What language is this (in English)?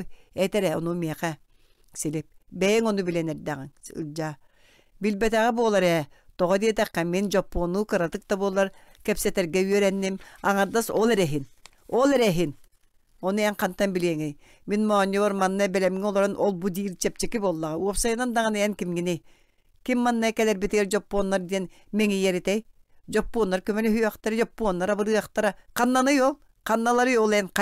Yakut